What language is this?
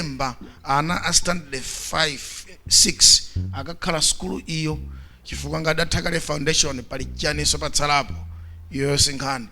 Nyanja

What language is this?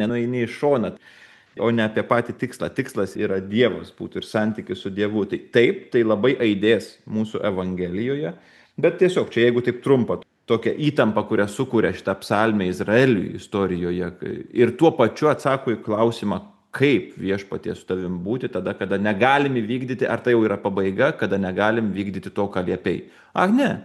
Lithuanian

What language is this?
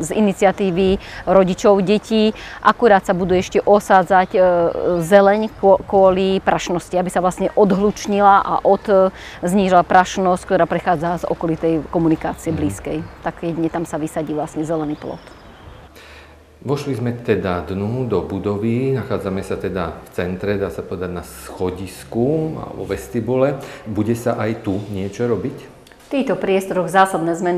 Slovak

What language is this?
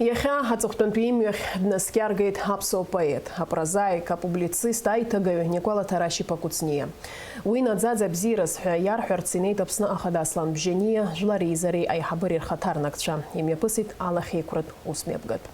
Abkhazian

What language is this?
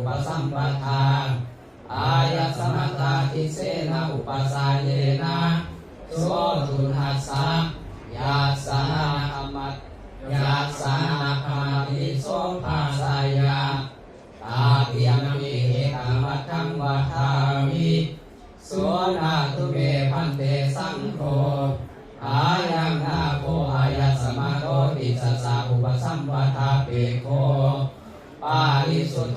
Pali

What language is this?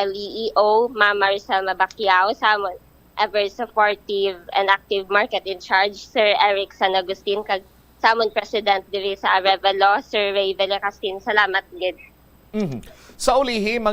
Hiligaynon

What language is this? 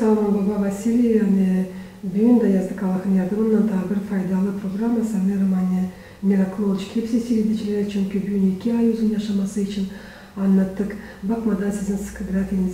Gagauz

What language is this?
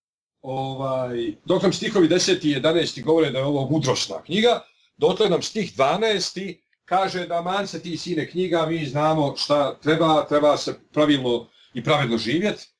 Bosnian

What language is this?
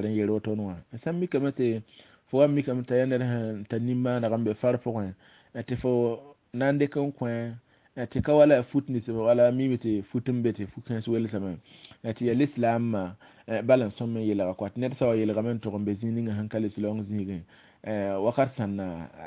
Mossi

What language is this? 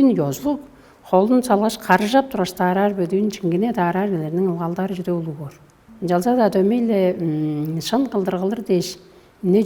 Tuvinian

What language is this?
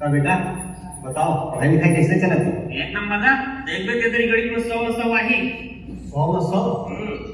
Chhattisgarhi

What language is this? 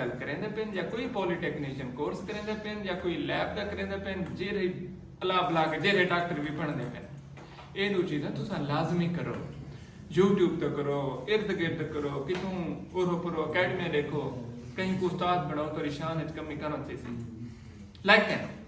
Saraiki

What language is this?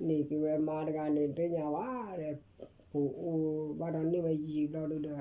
S'gaw Karen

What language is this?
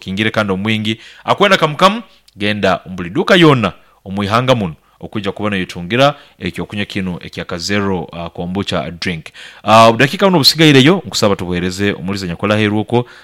Nyankole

